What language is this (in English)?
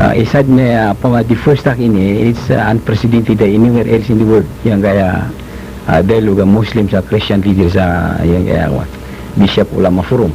Maranao